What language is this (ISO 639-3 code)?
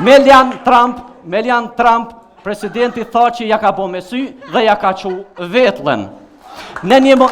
sqi